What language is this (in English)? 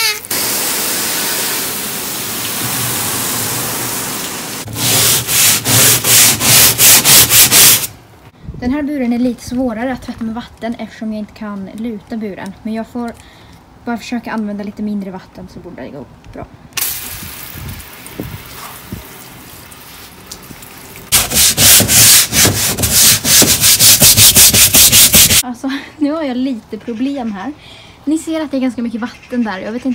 Swedish